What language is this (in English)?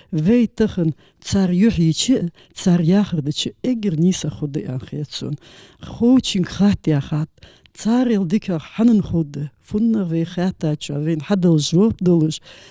Ingush